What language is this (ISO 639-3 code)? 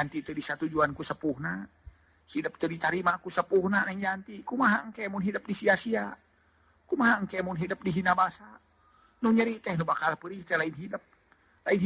sun